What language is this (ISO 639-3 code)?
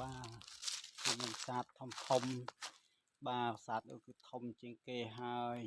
khm